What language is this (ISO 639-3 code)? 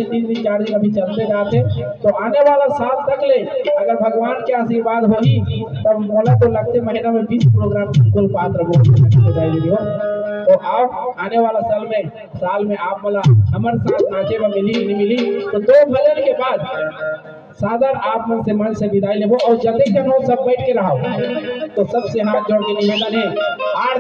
hne